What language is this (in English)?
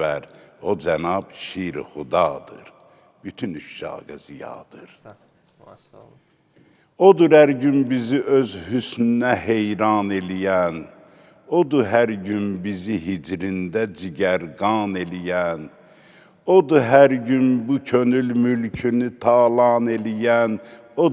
Azerbaijani